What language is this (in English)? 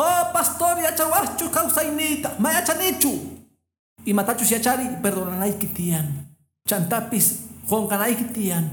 Quechua